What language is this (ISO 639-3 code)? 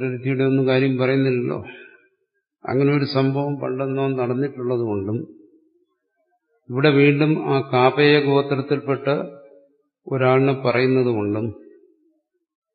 mal